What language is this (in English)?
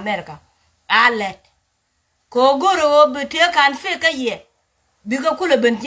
Nuer